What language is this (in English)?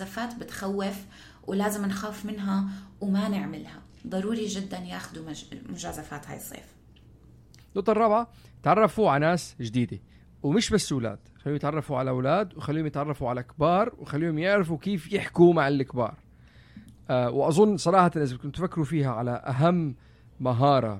North Levantine Arabic